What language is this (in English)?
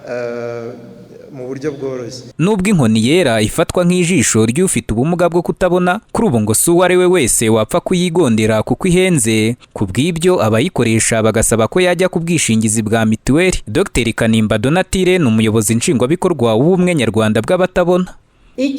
Kinyarwanda